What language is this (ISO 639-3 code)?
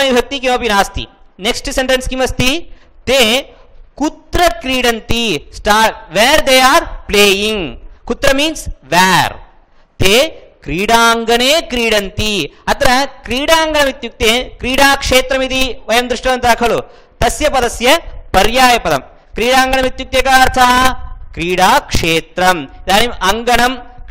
san